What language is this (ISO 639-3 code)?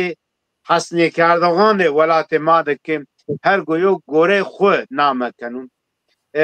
zza